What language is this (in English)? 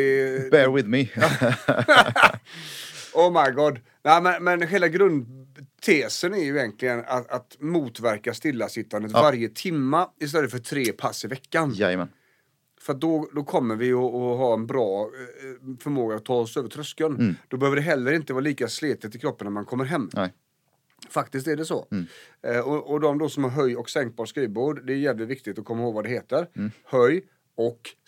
Swedish